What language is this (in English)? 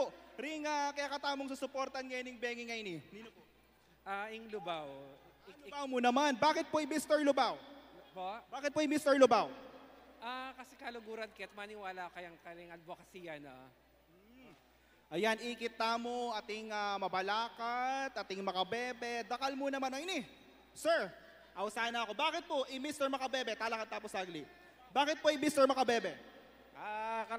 Pampanga